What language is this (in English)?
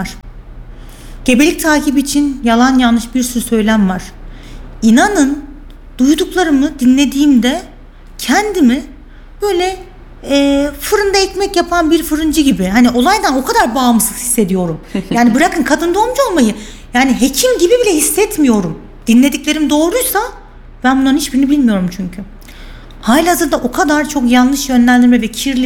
Turkish